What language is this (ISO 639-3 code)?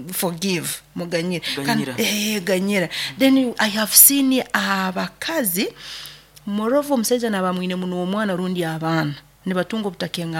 nyo